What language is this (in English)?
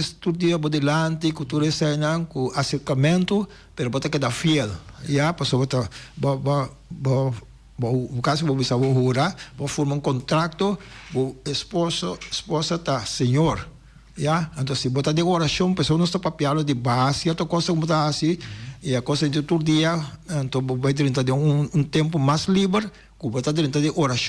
Papiamento